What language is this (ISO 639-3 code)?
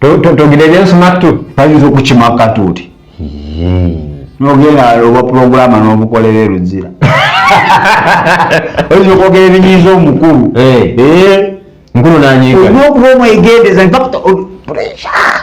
lug